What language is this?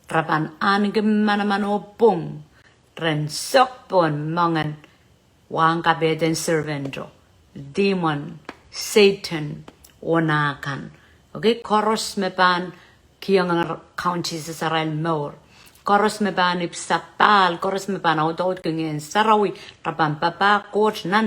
Pohnpeian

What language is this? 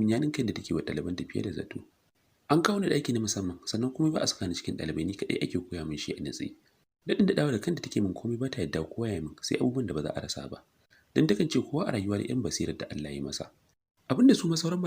Hausa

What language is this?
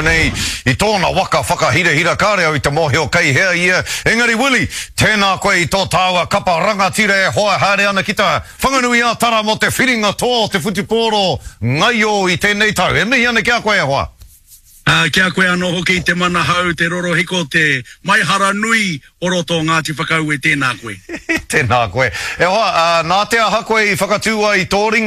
Māori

